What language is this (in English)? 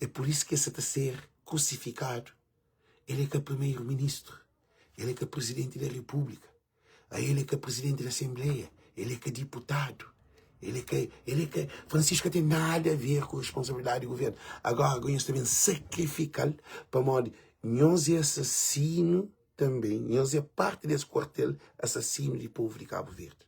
Kabuverdianu